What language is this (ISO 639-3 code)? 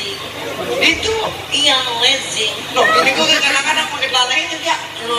bew